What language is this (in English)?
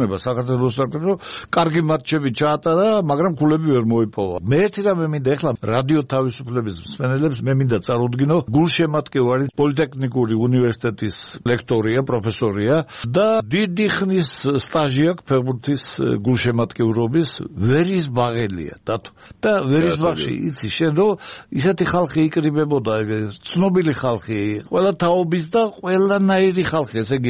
Georgian